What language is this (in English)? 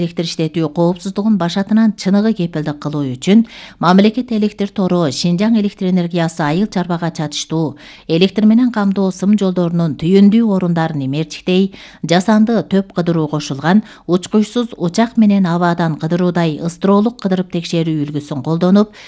Kyrgyz